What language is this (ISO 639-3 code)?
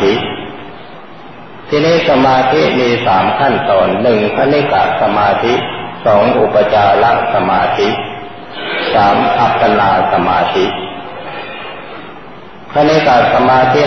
tha